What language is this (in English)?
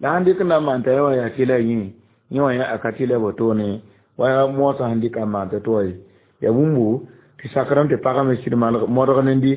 Mossi